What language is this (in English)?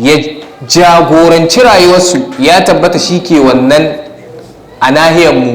Hausa